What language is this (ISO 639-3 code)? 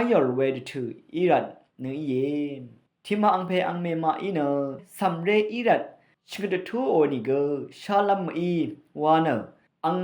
raw